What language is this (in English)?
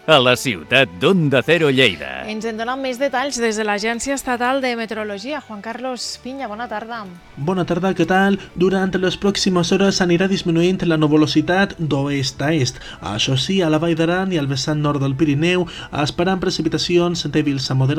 Catalan